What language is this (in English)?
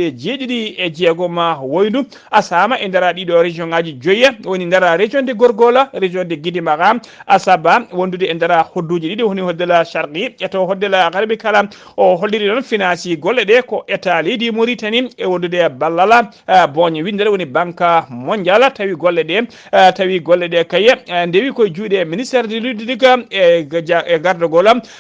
Fula